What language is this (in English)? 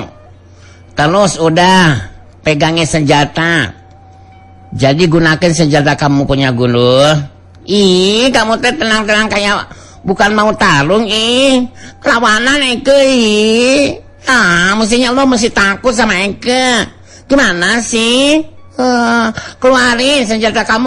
Sundanese